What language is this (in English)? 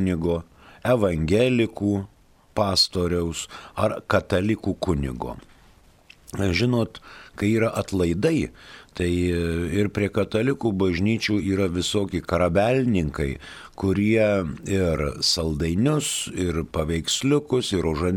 Lithuanian